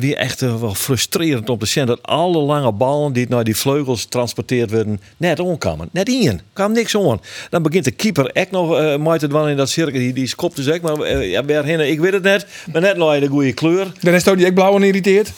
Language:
Western Frisian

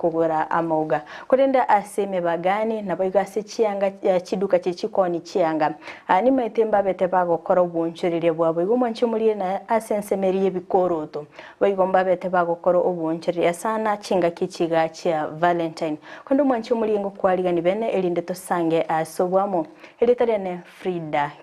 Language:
Gusii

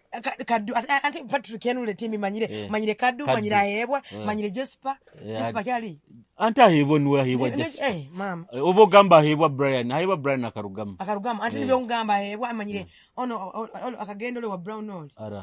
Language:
Nyoro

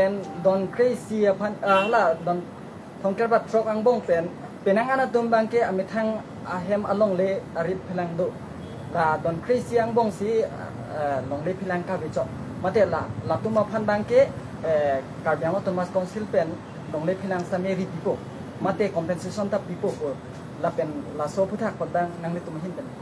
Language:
Karbi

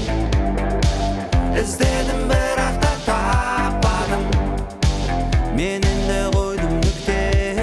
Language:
Kazakh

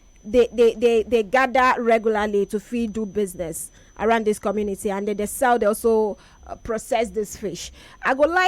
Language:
Nigerian Pidgin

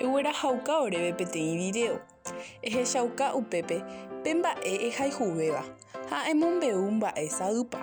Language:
Guarani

